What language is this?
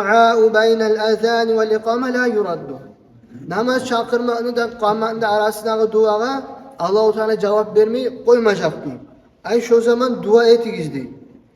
Kumyk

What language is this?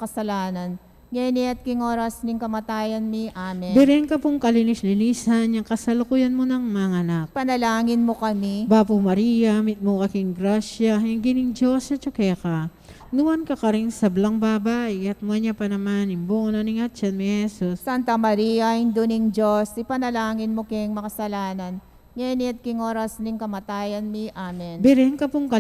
Pampanga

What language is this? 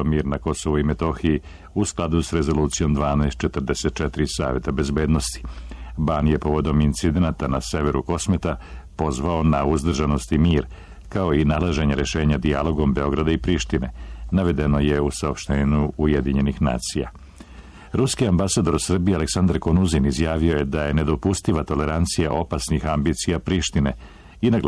Serbian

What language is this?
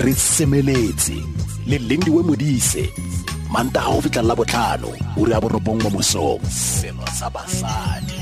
Tswana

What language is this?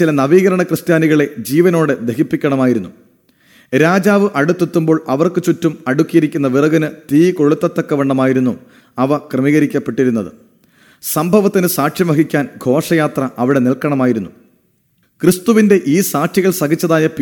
Malayalam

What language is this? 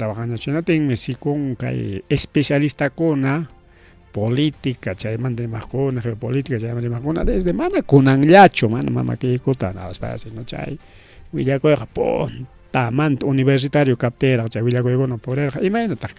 Ayacucho Quechua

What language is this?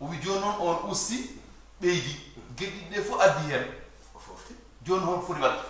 Fula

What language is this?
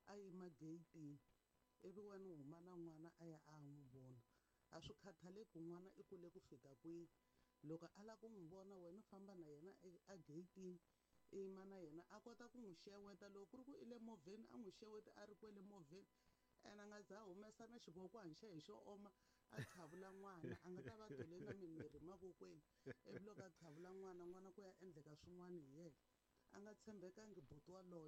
Tsonga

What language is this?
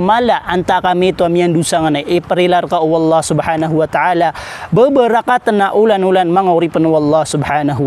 Maranao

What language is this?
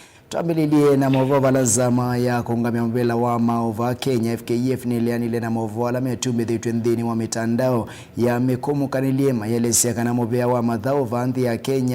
Kamba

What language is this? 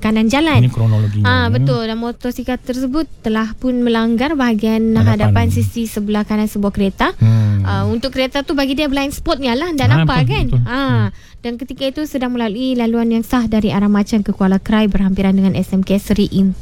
Malay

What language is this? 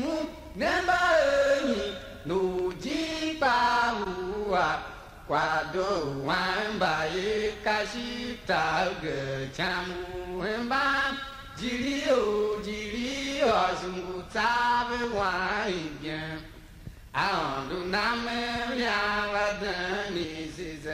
Tiv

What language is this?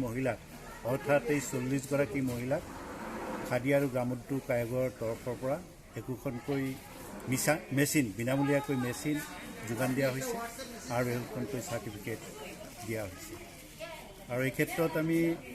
Assamese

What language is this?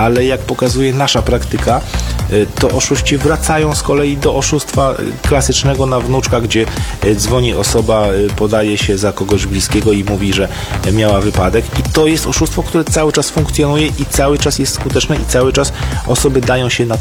Polish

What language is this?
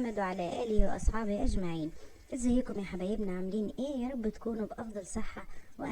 Egyptian Arabic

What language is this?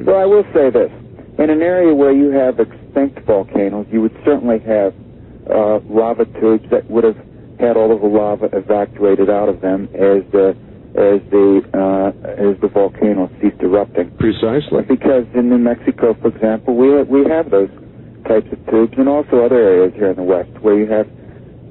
English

